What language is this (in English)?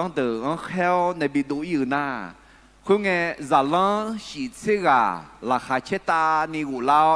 Akha